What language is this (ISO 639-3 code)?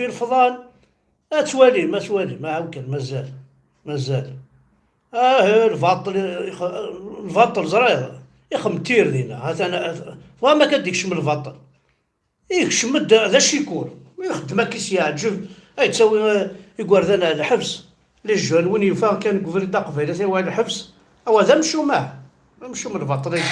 kab